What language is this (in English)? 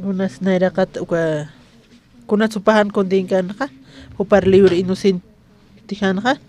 Aymara